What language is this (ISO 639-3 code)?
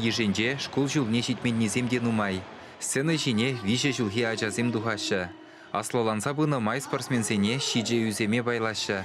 chv